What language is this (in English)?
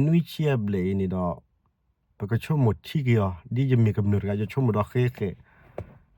S'gaw Karen